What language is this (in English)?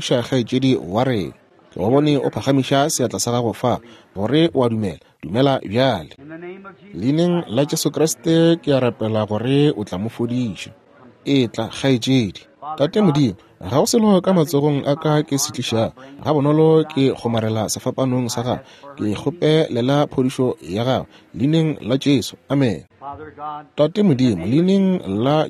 Northern Sotho